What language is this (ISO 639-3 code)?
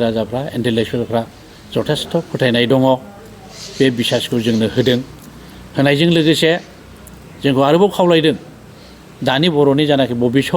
brx